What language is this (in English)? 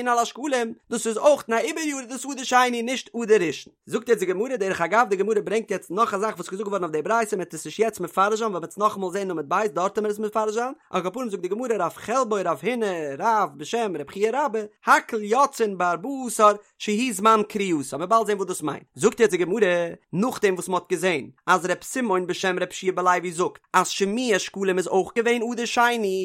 Yiddish